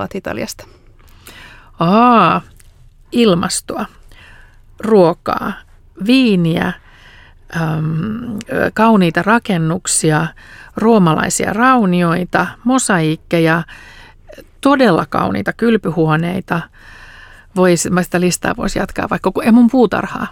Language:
Finnish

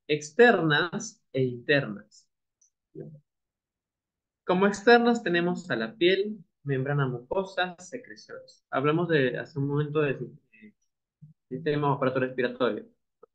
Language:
Spanish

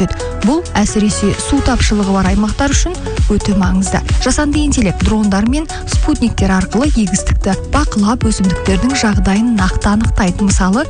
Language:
Kazakh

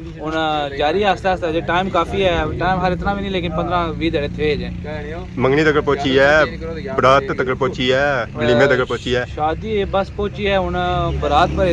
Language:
Pahari-Potwari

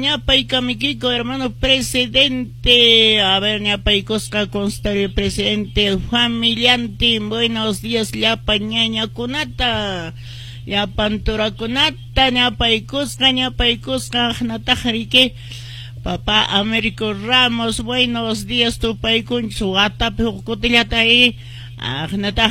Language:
Quechua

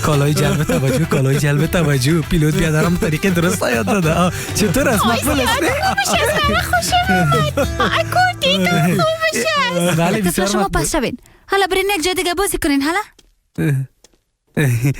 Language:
Persian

